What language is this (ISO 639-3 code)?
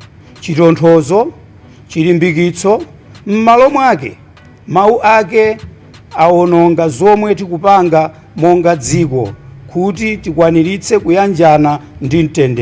nya